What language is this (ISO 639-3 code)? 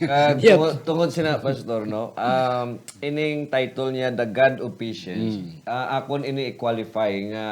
hil